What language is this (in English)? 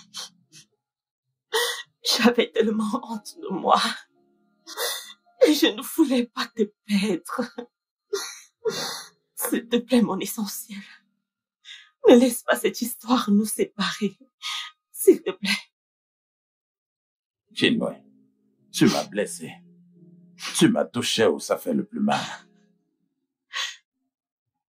French